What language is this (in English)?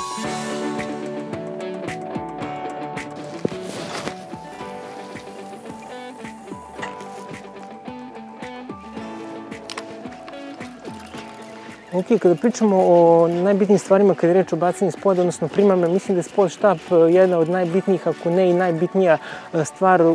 Serbian